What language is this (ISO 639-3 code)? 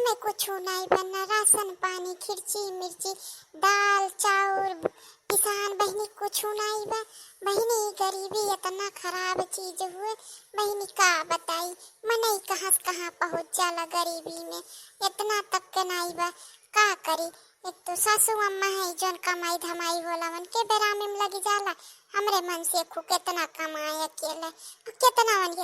awa